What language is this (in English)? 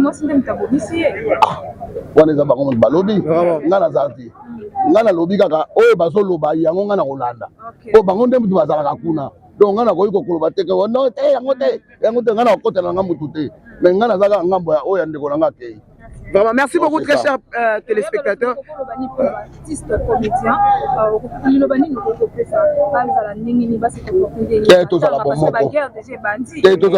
Lingala